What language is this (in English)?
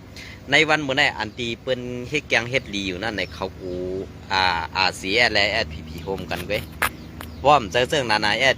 Shan